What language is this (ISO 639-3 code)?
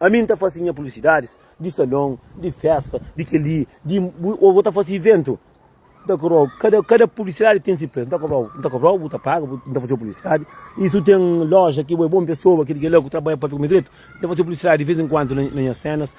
kea